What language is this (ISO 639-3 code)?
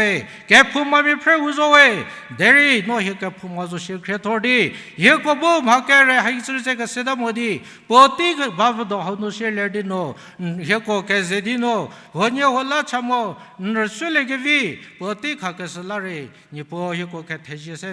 njm